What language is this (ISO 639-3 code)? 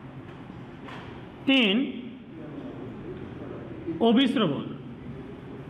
ben